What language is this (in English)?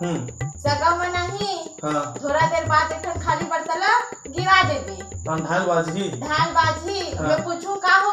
Chhattisgarhi